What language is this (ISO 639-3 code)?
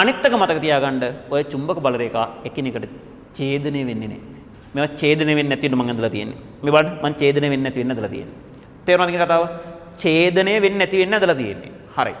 sin